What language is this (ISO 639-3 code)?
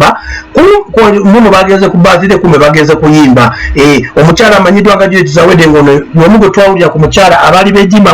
lug